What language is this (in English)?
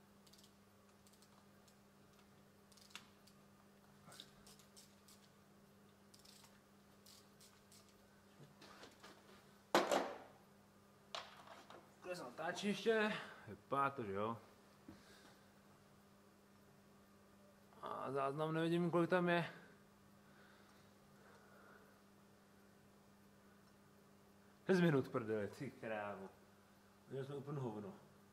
Czech